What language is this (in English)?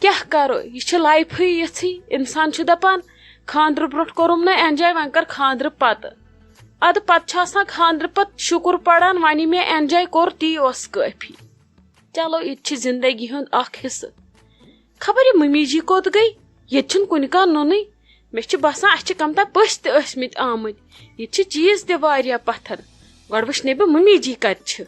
Kashmiri